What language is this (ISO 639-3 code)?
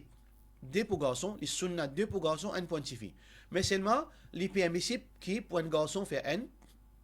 mfe